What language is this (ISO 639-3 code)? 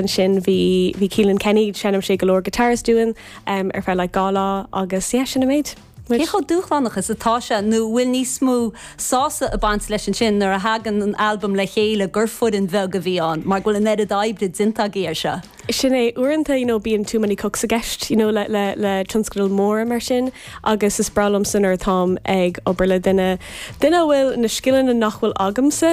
gle